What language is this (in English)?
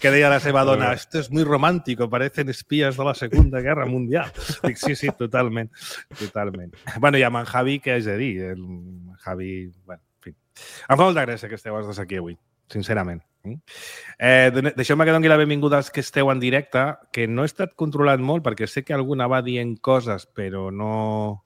Catalan